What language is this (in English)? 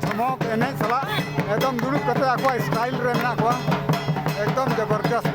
Santali